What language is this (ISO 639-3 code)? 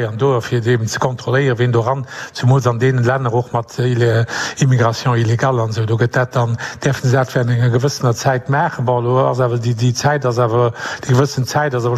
ltz